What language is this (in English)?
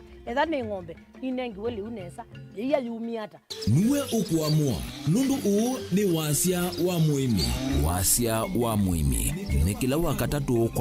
Kamba